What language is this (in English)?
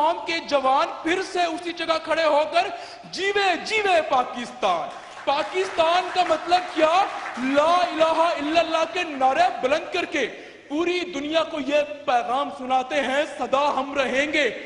Urdu